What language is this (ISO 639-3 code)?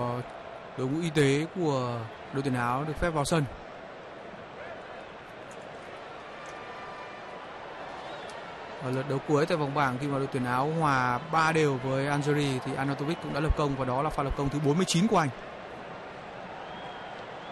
vie